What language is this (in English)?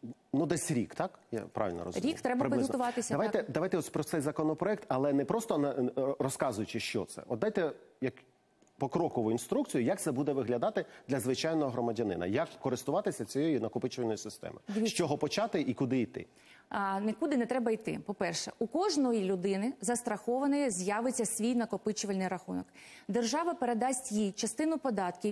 Ukrainian